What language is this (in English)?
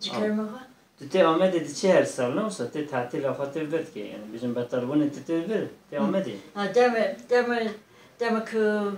Kurdish